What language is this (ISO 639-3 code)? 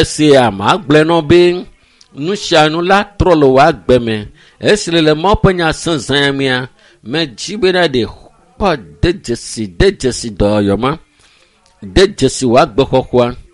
ewe